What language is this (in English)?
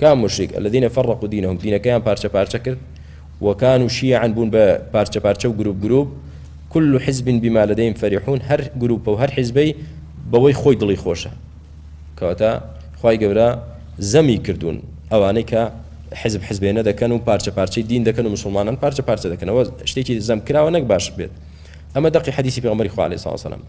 Central Kurdish